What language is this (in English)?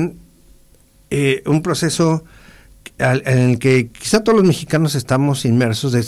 Spanish